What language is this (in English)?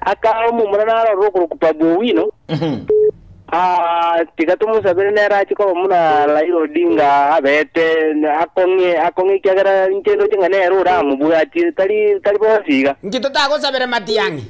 Gusii